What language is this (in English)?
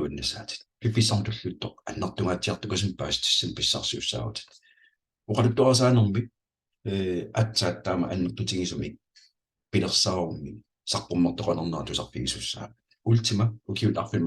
Kalaallisut